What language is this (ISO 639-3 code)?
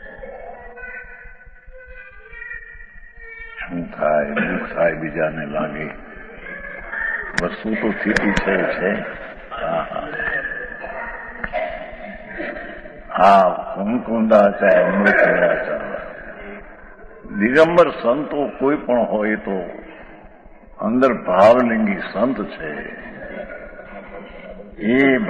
guj